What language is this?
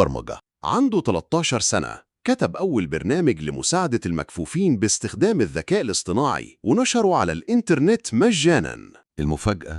Egyptian Arabic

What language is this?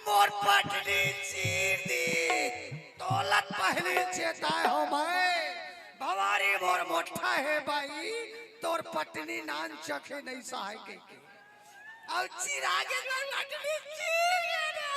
Chhattisgarhi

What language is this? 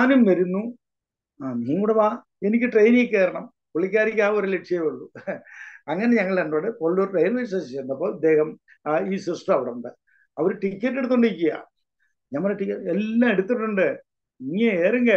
Malayalam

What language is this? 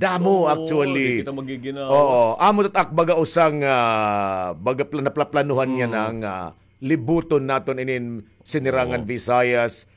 Waray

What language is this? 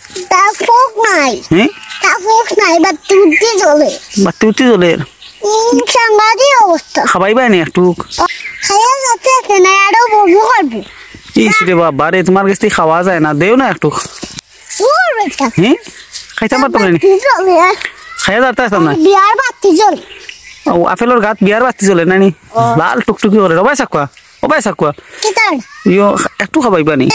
Sylheti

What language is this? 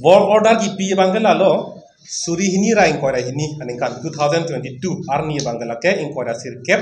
Karbi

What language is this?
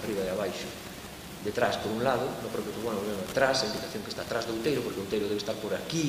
Galician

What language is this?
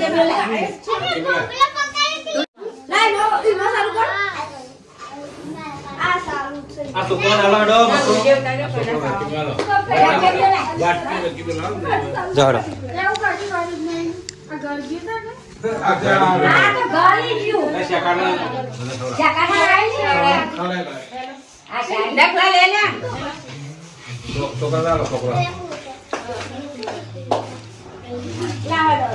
Gujarati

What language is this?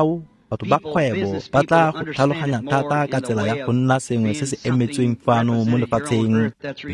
Tswana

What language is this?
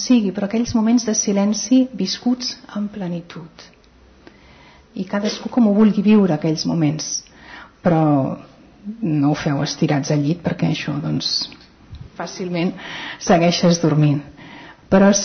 Catalan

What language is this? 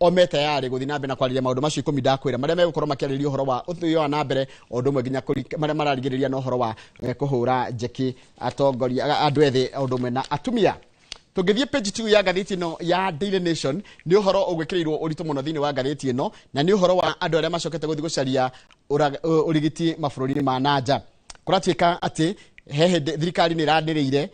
Kikuyu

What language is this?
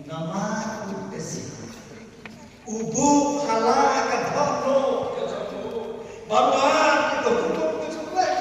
Khasi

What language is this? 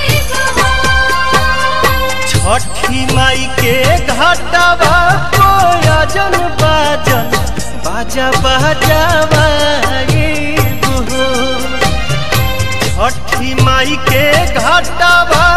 Bhojpuri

